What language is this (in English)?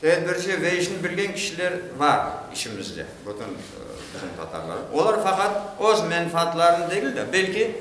Crimean Tatar